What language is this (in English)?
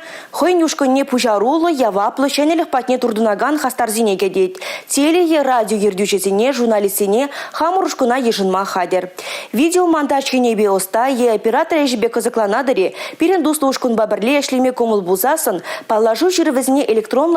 Chuvash